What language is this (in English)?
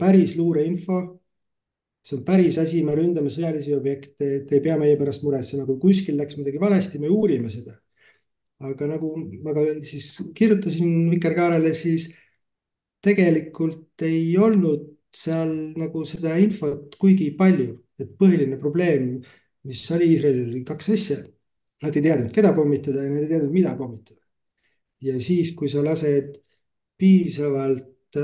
Estonian